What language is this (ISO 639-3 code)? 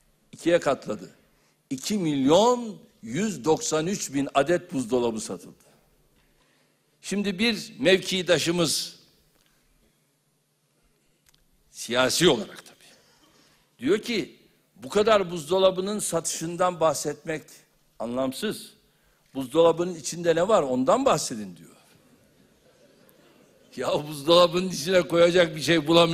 tur